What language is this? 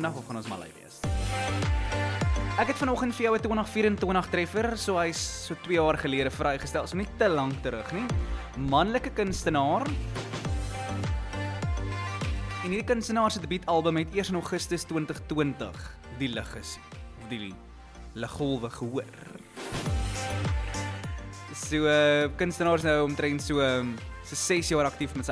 Afrikaans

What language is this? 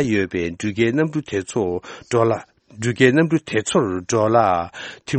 Tibetan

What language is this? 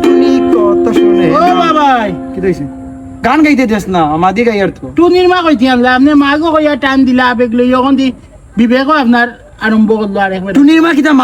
Sylheti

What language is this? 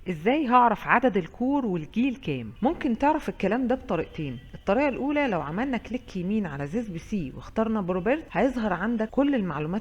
Egyptian Arabic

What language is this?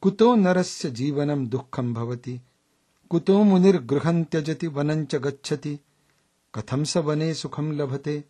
Sanskrit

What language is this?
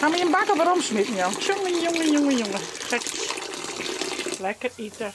Western Frisian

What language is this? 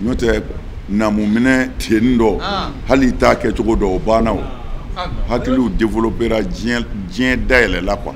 Bambara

